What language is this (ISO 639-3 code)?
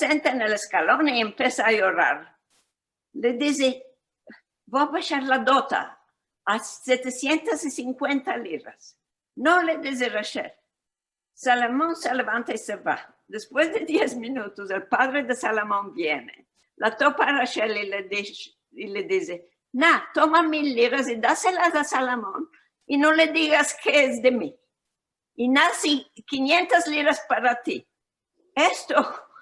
lad